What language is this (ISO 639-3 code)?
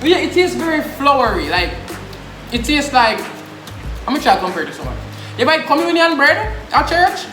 jam